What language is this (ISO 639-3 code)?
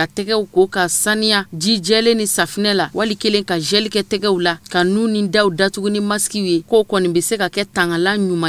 bam